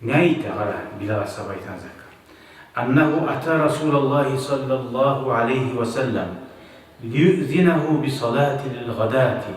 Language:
Kumyk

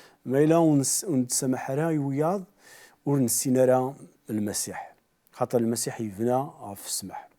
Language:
Kabyle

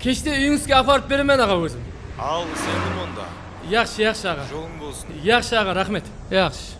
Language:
Kara-Kalpak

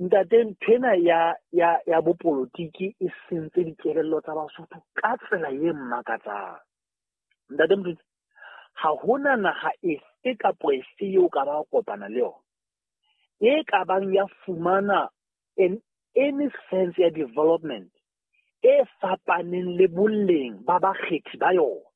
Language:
Southern Sotho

